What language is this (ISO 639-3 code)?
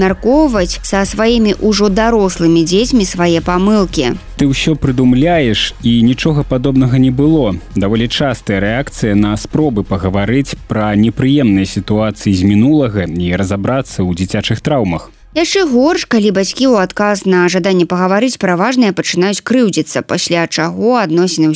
bel